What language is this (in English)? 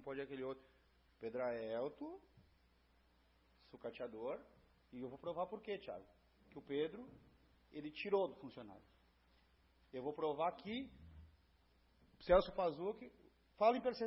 Portuguese